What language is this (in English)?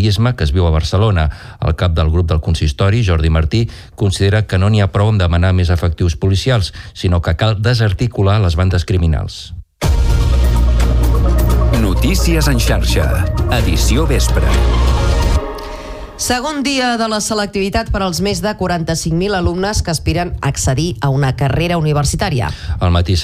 Catalan